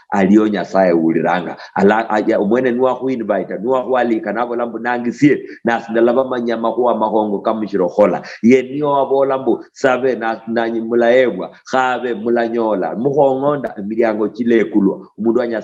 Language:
Luyia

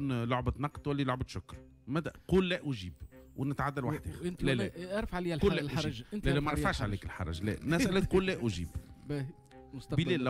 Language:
Tunisian Arabic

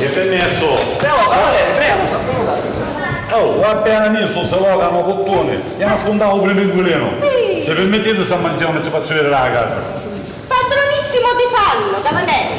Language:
Sicilian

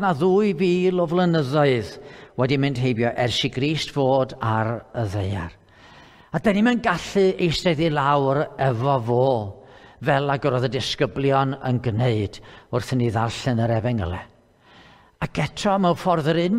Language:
Welsh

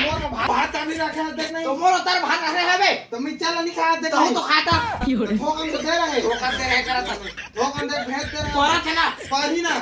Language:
Chhattisgarhi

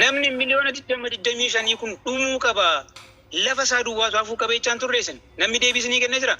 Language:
Oromo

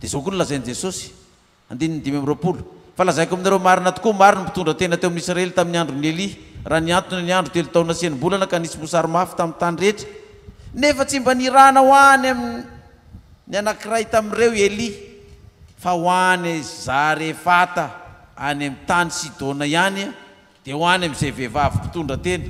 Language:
Malagasy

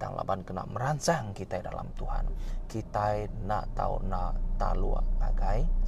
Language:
Iban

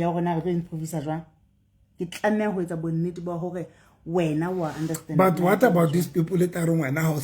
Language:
Southern Sotho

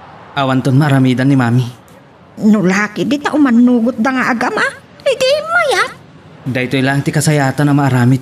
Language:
Iloko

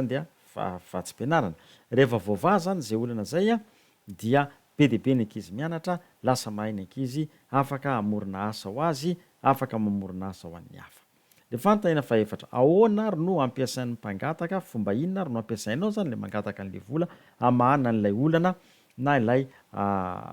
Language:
Malagasy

